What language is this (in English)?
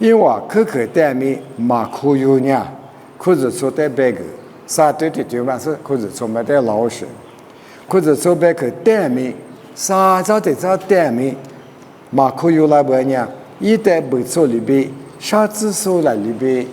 Lisu